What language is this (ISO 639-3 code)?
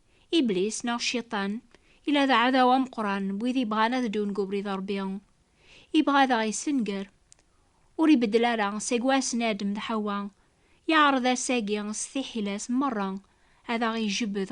kab